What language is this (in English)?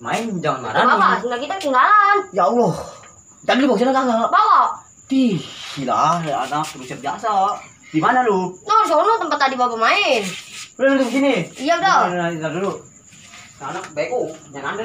Betawi